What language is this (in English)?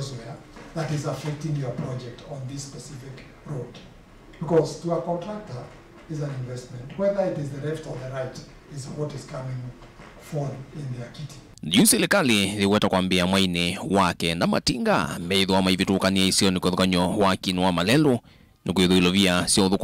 Kamba